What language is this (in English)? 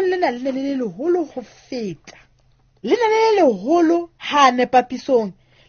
Southern Sotho